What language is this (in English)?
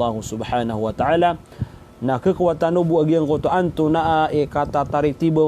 Maranao